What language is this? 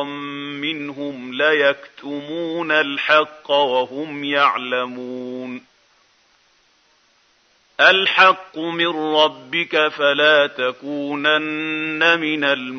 Arabic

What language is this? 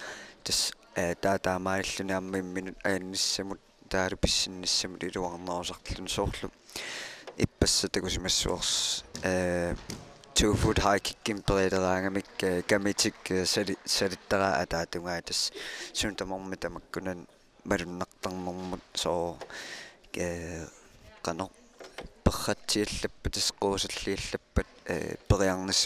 Kalaallisut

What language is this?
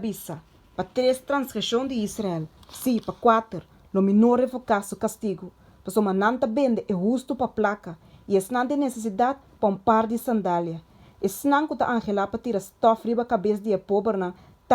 Papiamento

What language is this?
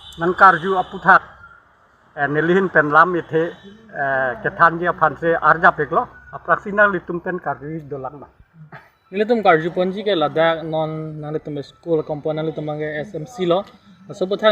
Karbi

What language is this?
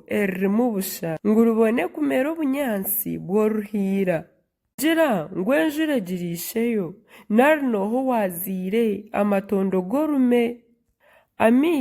Nyankole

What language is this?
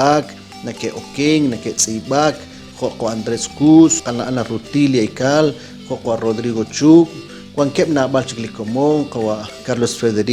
Kekchí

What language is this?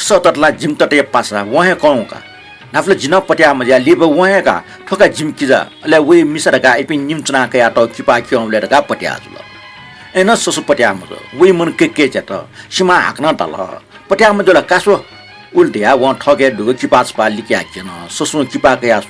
Newari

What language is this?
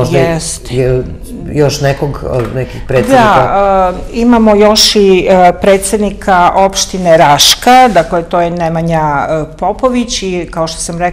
Serbian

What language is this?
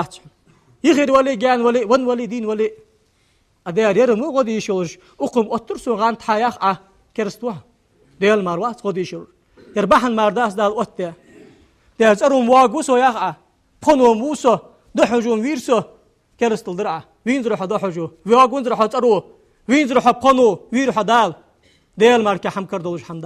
Ingush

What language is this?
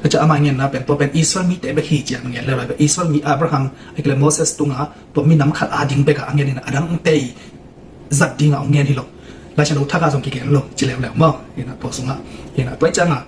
Tedim Chin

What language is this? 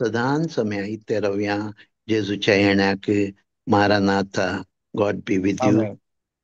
Konkani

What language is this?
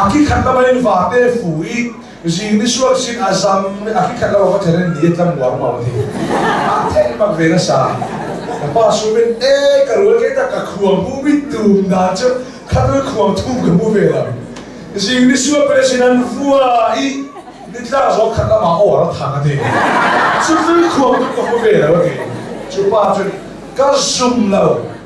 Hakha Chin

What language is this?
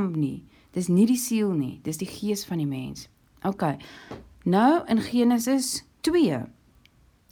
Afrikaans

